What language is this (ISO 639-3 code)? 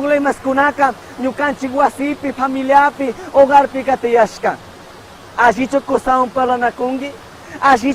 qug